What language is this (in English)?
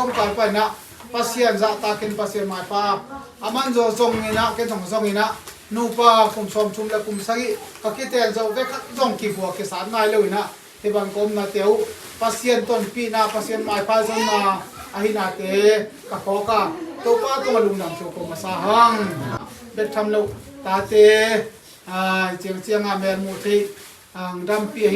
Tedim Chin